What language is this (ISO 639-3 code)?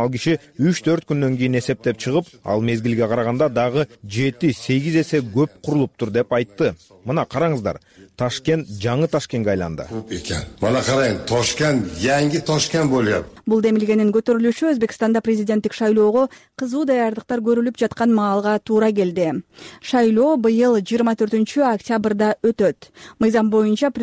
kir